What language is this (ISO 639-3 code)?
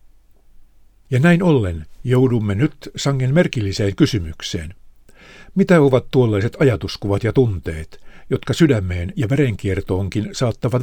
fin